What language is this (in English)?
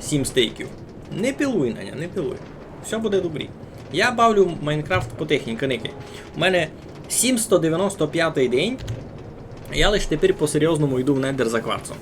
Rusyn